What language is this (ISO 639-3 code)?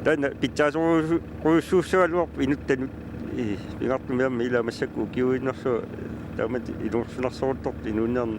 kal